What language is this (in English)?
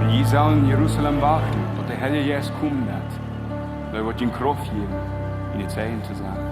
Plautdietsch